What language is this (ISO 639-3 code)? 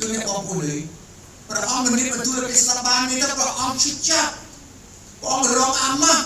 khm